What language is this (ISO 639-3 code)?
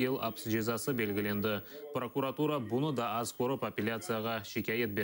crh